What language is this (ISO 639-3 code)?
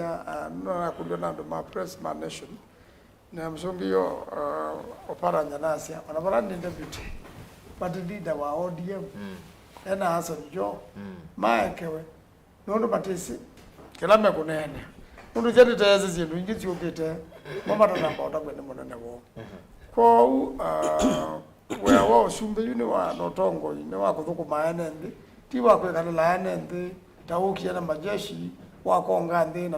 kam